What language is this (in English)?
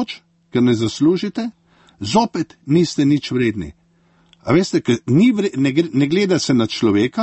Slovenian